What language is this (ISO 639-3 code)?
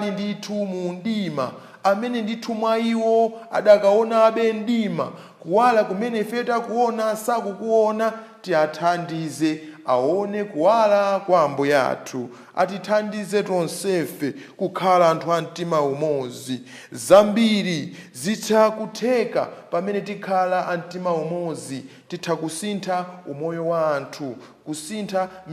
nya